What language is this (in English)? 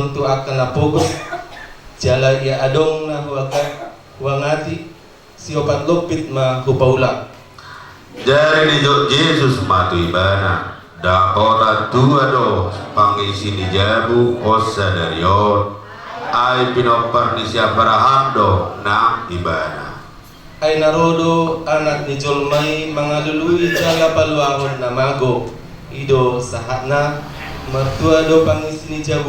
Batak Toba